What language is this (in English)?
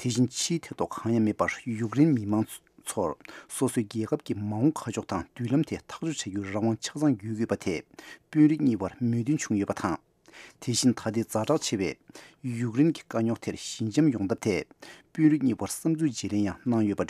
Tibetan